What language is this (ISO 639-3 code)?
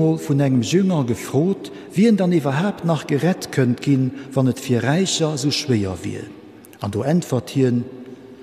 ltz